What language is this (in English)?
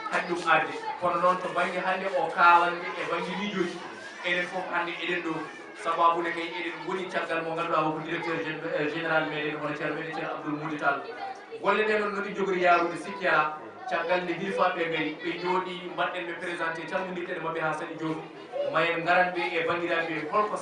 Fula